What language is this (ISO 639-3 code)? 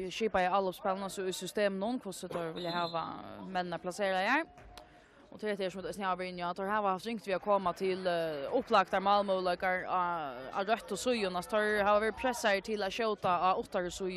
fao